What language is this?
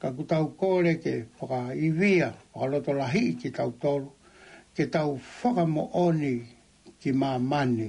Tongan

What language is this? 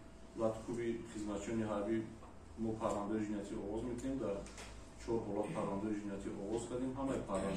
Tajik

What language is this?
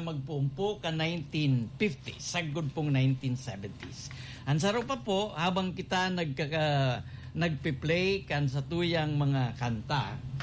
Bikol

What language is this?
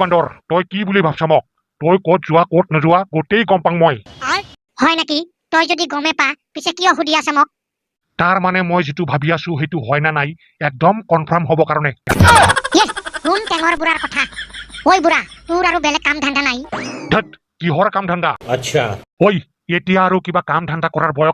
Assamese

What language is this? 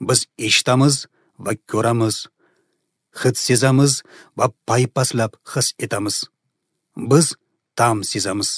Uzbek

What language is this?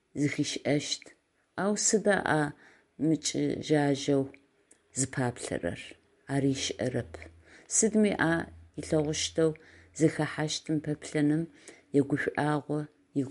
Adyghe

